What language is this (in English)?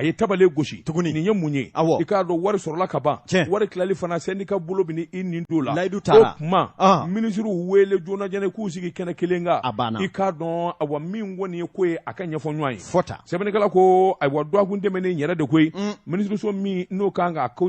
Bambara